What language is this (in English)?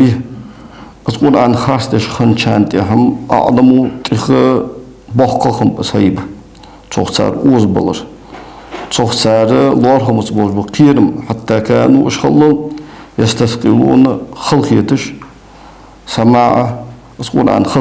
Ingush